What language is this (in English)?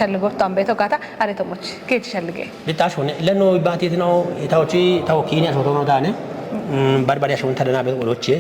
Kafa